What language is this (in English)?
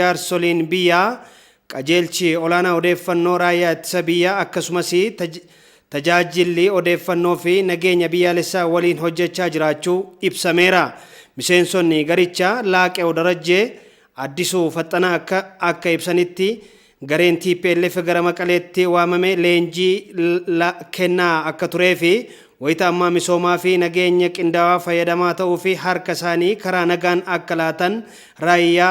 Oromo